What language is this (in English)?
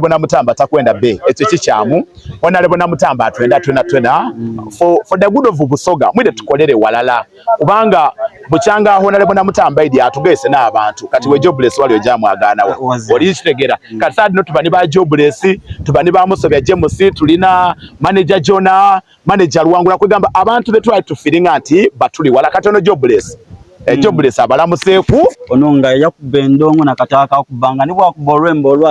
Soga